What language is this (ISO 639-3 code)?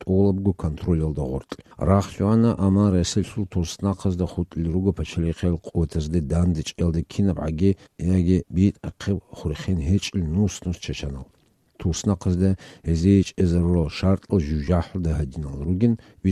ava